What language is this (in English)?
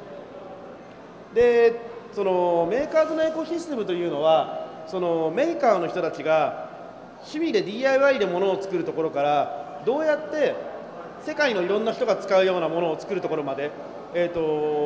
Japanese